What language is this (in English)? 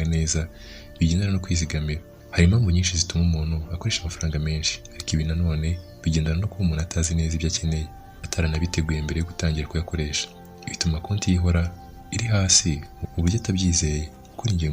Kinyarwanda